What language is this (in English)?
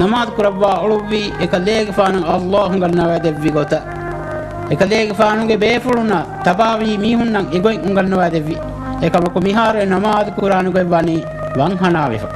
Divehi